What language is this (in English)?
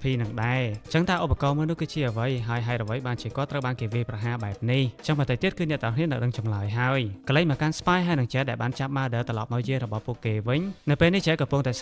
Khmer